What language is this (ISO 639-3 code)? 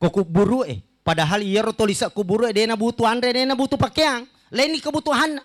bug